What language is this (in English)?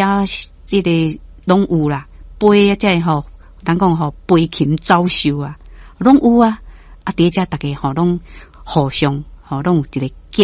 Min Nan Chinese